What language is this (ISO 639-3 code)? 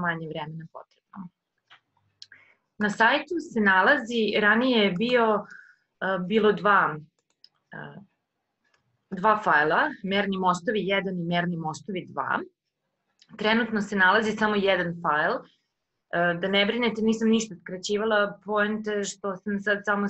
srp